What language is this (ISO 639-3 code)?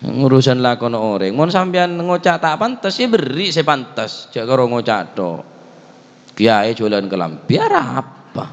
mad